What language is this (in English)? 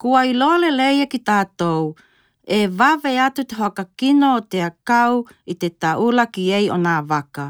Tokelau